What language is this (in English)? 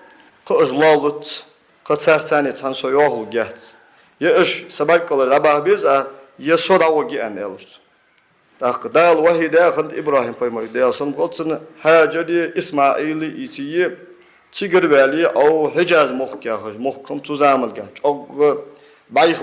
Ingush